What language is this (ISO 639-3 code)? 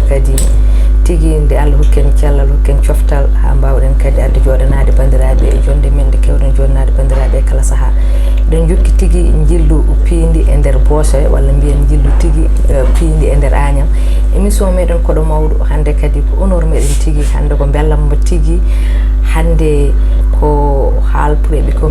ful